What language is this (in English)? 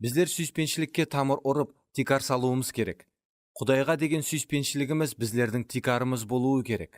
Kara-Kalpak